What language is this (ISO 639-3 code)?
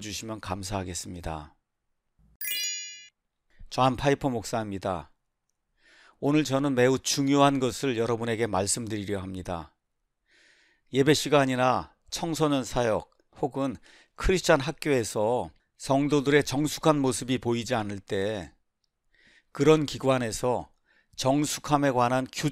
kor